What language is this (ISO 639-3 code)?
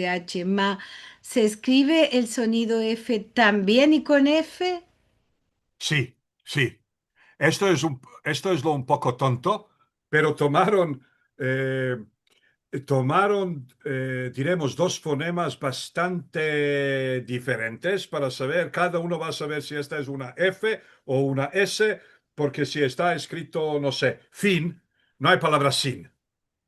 lad